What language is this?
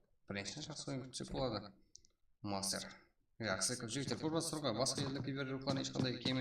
Kara-Kalpak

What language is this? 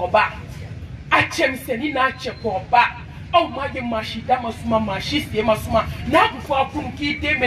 Bambara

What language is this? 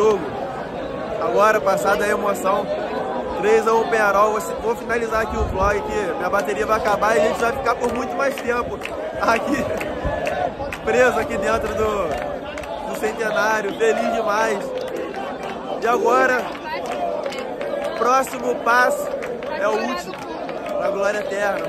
Portuguese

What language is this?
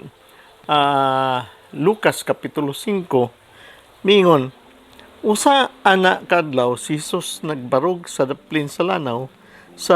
Cebuano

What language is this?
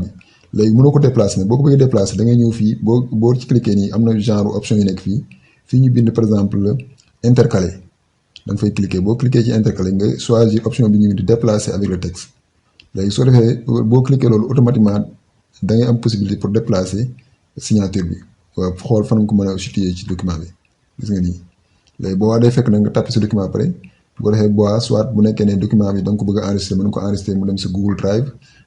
Wolof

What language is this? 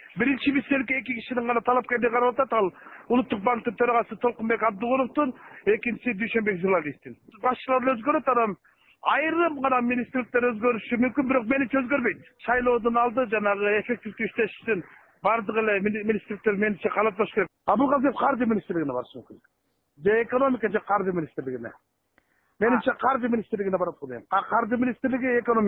Kyrgyz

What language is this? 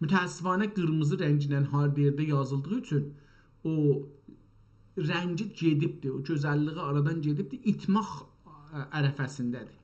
South Azerbaijani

